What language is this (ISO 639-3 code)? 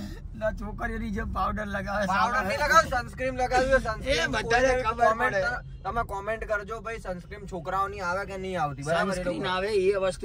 guj